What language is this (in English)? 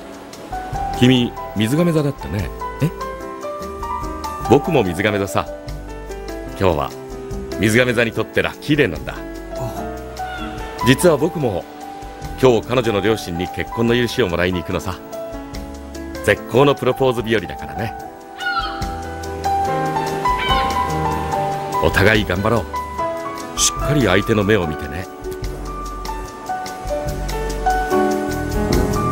Japanese